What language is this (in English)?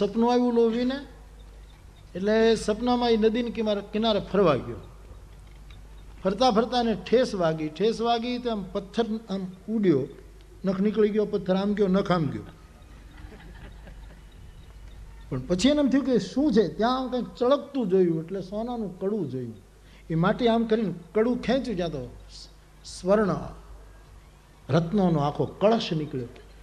Gujarati